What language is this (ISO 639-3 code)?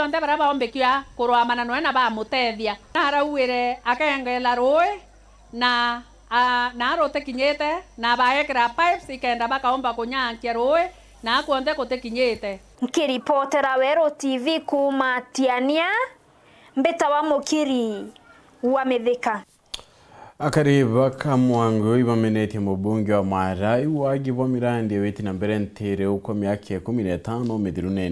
mer